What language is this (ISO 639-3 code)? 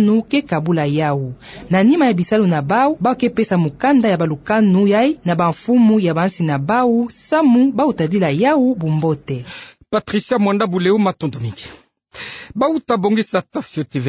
ktu